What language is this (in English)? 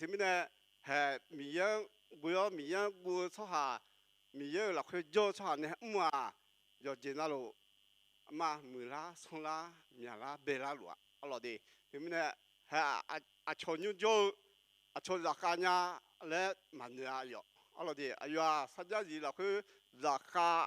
Akha